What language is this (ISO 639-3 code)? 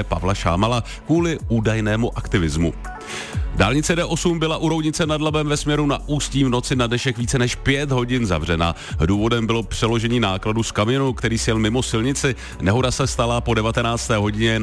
ces